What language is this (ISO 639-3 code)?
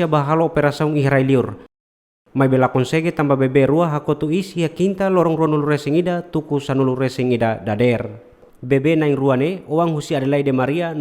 tet